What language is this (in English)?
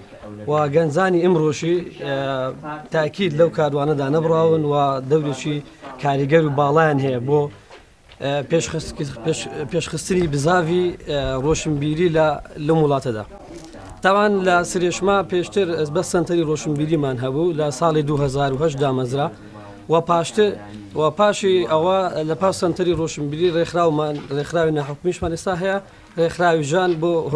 Central Kurdish